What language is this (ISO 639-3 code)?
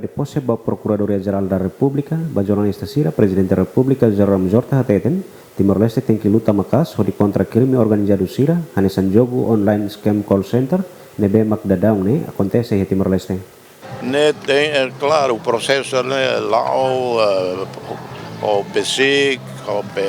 tet